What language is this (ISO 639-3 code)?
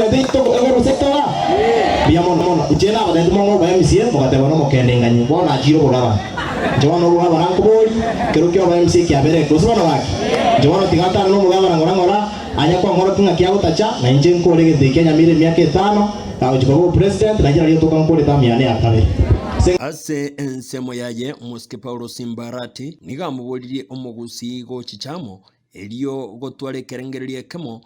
guz